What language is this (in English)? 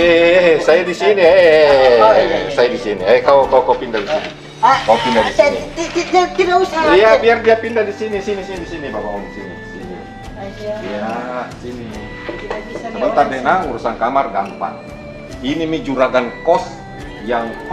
Makassar Malay